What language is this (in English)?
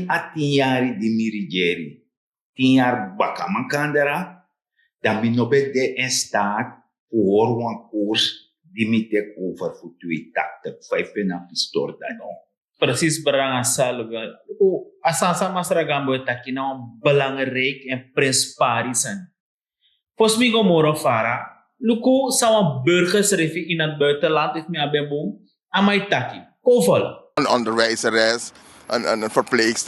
Sranan Tongo